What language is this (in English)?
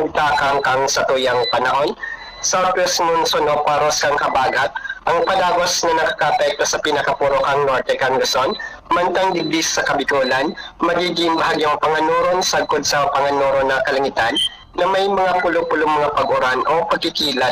Bikol